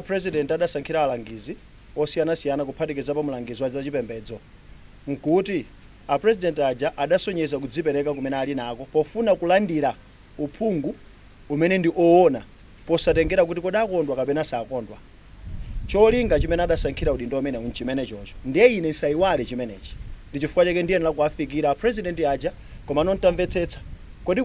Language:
Nyanja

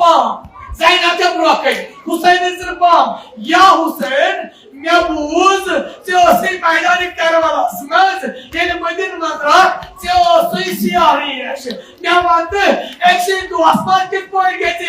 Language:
Kashmiri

